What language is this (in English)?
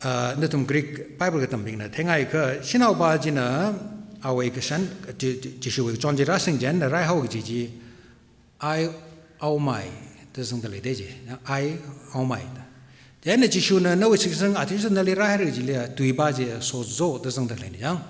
Tangkhul Naga (India)